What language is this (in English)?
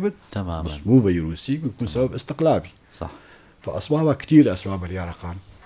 North Levantine Arabic